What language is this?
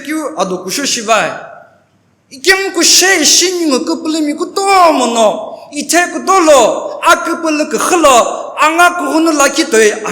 Sumi Naga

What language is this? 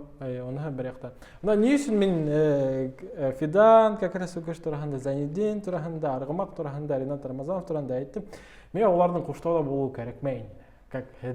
Bashkir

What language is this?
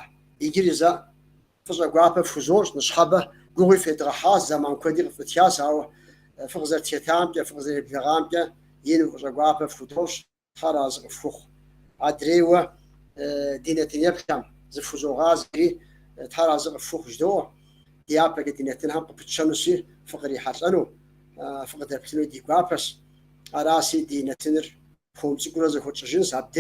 Kabardian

